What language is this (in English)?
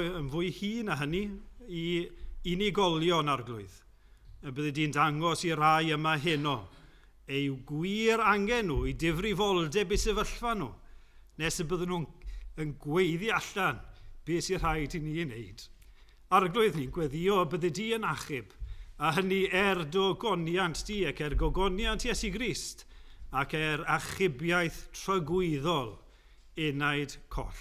Welsh